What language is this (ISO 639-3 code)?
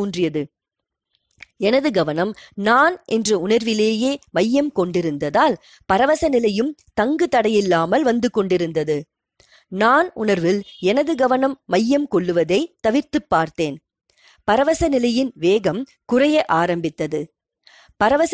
tam